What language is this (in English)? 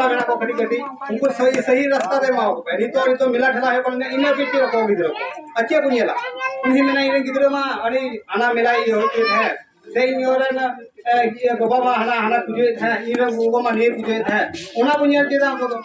Santali